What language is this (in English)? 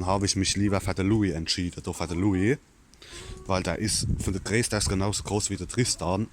Palatine German